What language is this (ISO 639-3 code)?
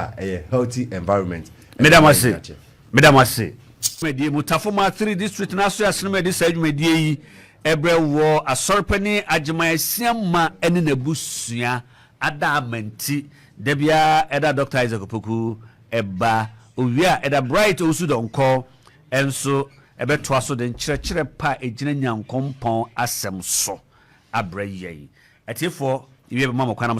aka